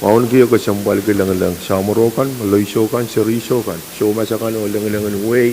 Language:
Pohnpeian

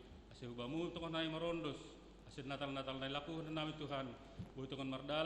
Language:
Batak Simalungun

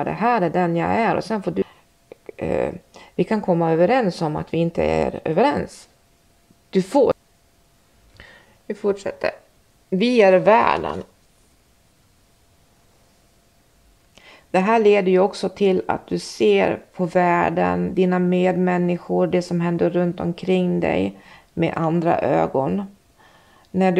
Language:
Swedish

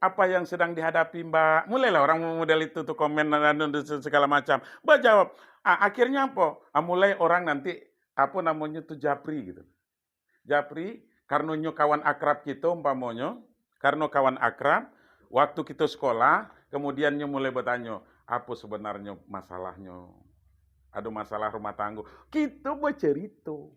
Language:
Minangkabau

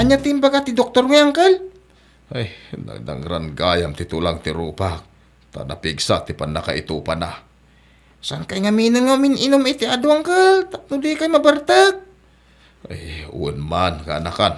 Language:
Iloko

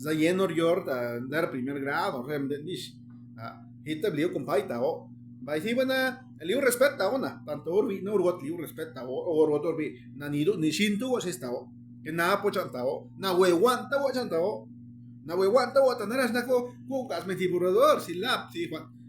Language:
Zapotec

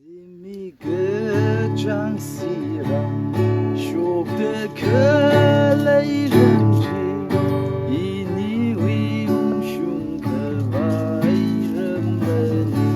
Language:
Tangkhul Naga (India)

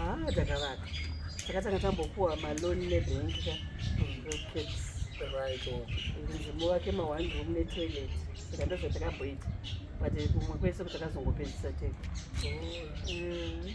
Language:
Shona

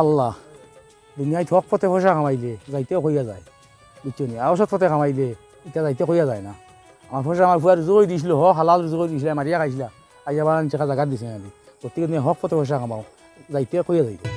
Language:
Sylheti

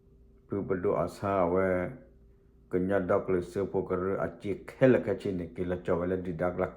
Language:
S'gaw Karen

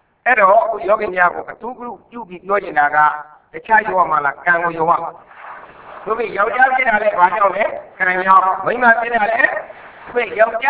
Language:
Burmese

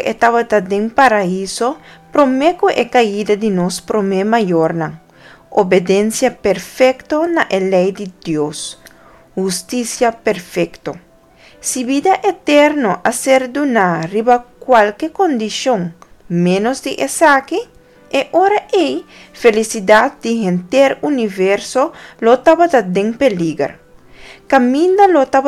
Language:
Papiamento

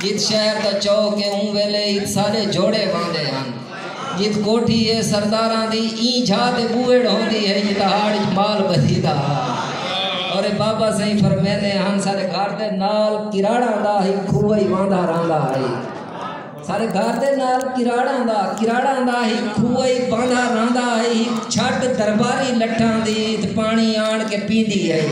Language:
Saraiki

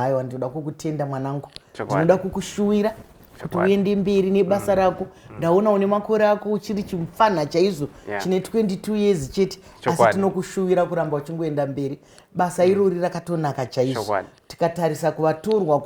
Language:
Shona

